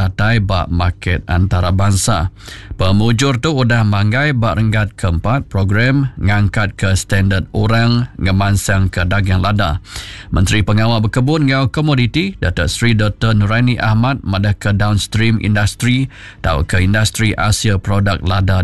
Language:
Iban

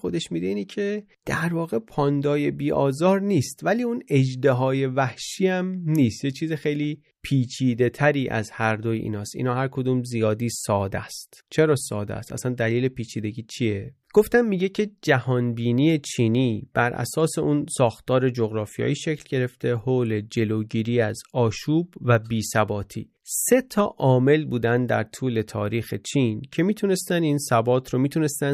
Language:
Persian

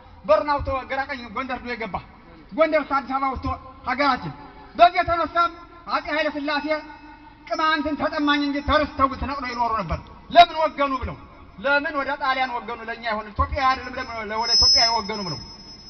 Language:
Amharic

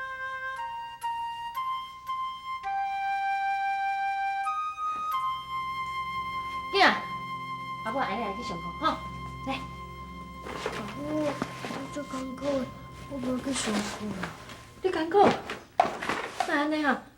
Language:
Min Nan Chinese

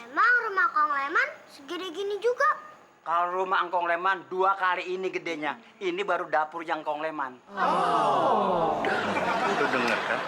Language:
Betawi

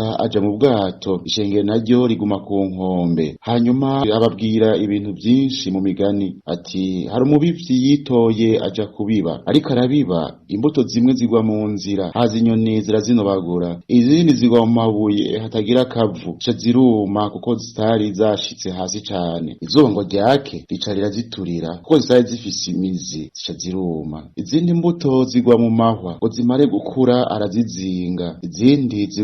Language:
Rundi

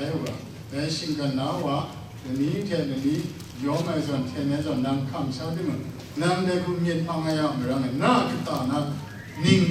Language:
Kachin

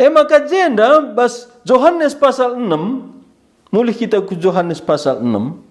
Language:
Batak Karo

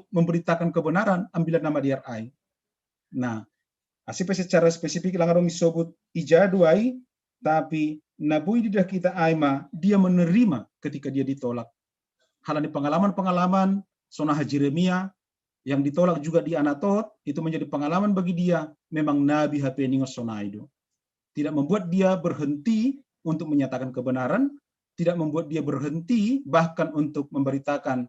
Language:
Batak Simalungun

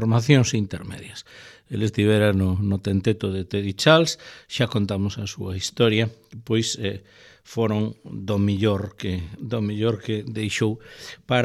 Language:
Galician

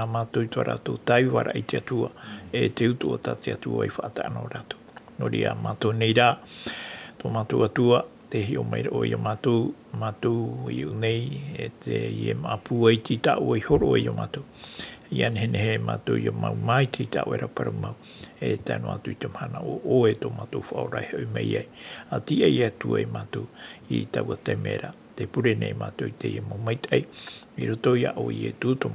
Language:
Tahitian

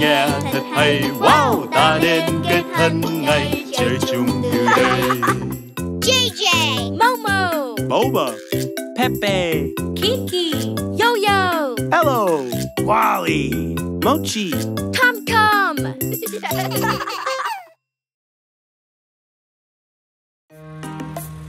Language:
Vietnamese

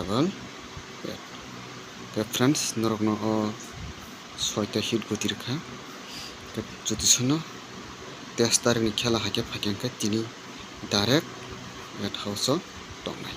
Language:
Kok Borok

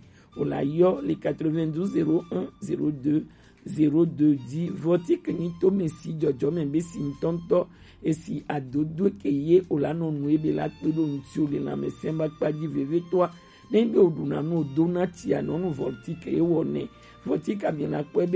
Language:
Gen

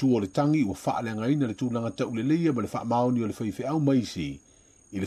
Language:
Samoan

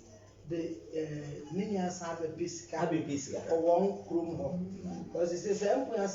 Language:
Akan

